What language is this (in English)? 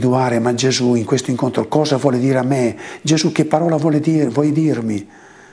Italian